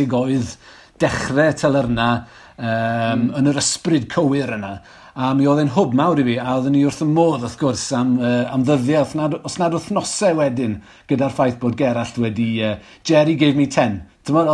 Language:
Welsh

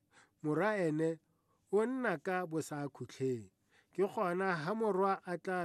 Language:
Tswana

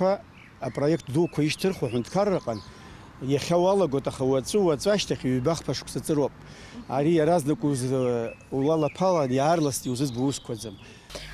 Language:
Abkhazian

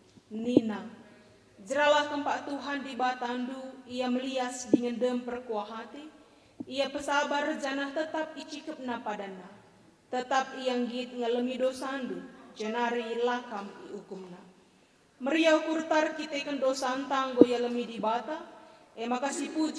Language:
Batak Karo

